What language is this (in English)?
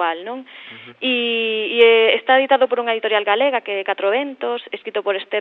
Galician